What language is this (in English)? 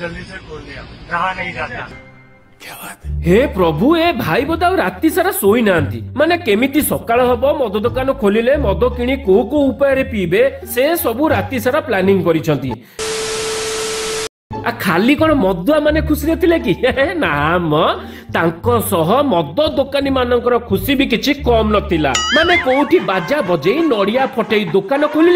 Odia